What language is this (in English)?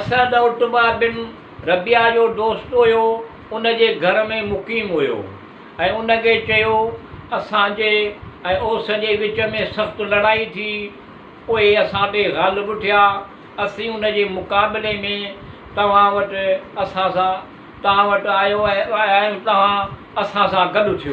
Sindhi